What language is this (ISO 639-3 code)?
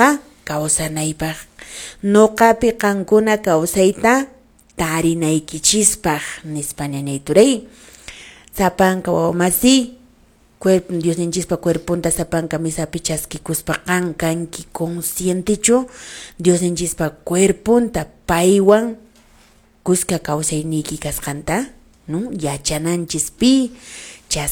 que